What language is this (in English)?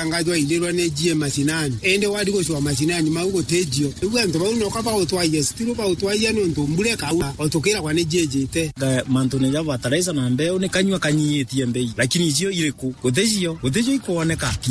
Meru